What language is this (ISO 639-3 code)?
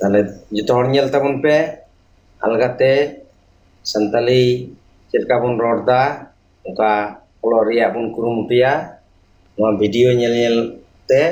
sat